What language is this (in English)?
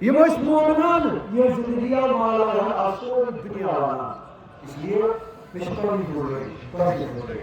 Kashmiri